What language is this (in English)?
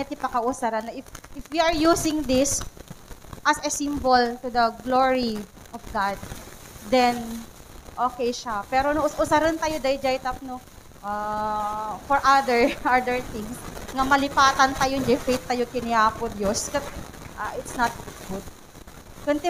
Iloko